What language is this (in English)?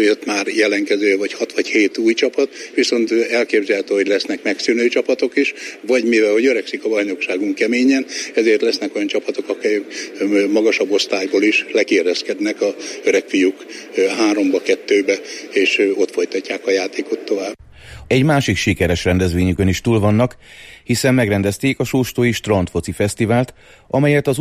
Hungarian